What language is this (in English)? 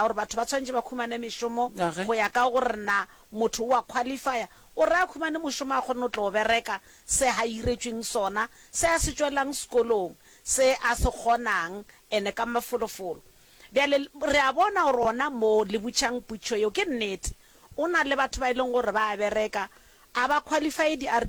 Northern Sotho